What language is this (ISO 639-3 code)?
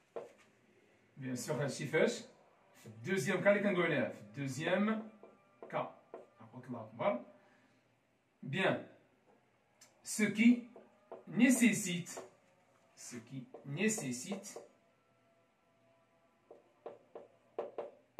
fra